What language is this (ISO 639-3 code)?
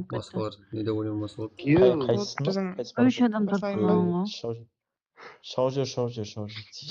kaa